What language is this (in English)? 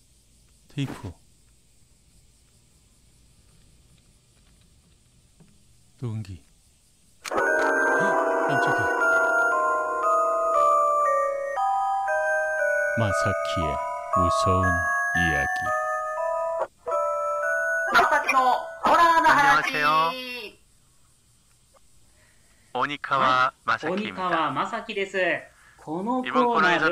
Korean